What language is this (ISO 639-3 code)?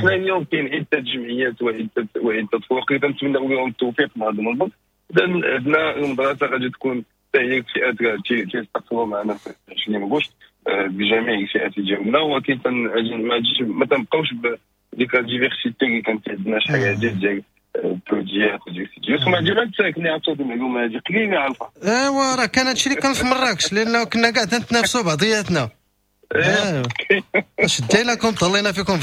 ary